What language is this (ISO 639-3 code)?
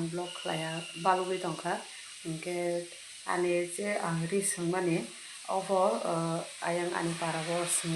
trp